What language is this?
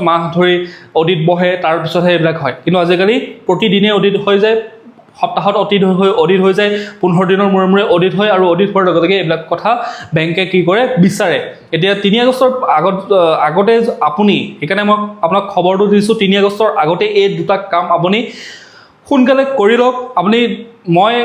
Assamese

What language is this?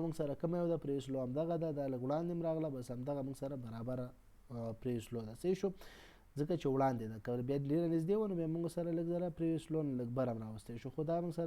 Pashto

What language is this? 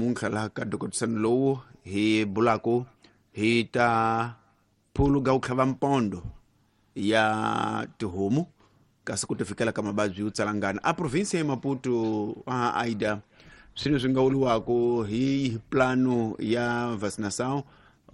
Tsonga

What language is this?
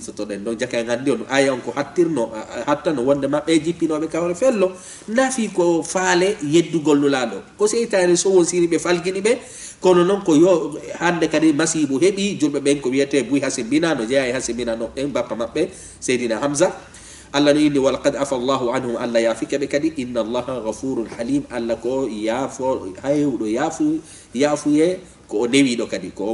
Fula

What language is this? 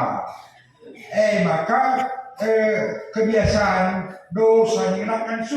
Batak Karo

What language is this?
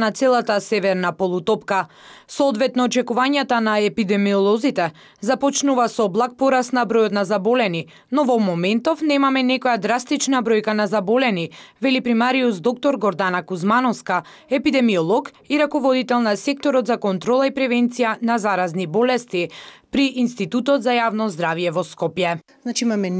Macedonian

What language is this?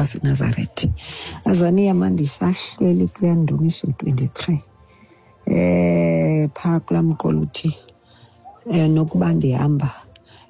Xhosa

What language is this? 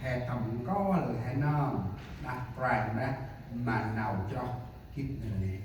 Central Mnong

